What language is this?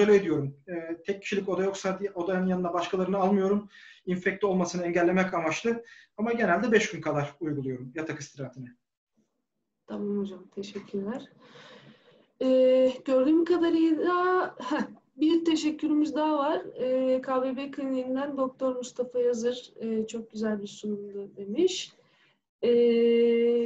Turkish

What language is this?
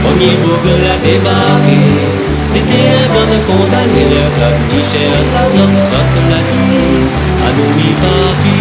Réunion Creole French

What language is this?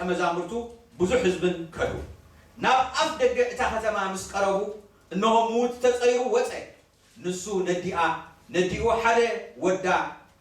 Tigrinya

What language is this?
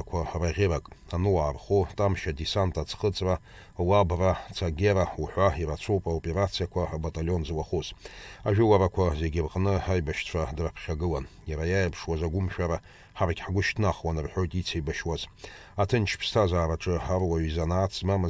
Abkhazian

